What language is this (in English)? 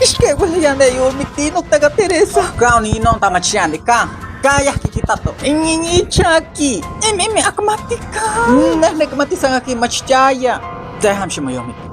Isthmus-Mecayapan Nahuatl